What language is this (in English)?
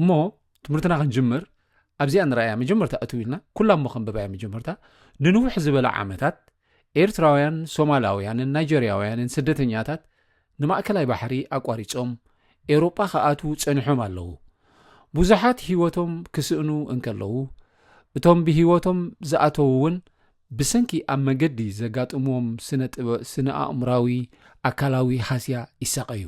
Tigrinya